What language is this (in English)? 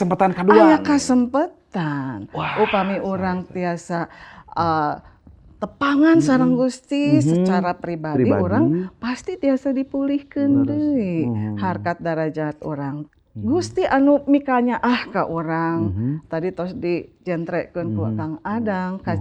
Sundanese